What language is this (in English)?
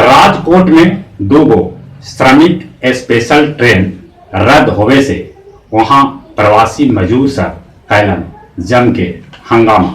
Magahi